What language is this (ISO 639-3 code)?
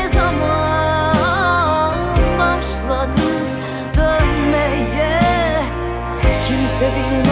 tur